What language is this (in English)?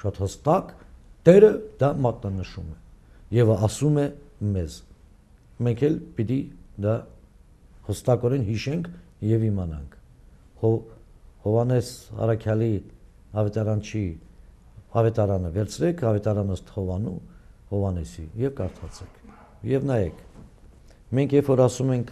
Armenian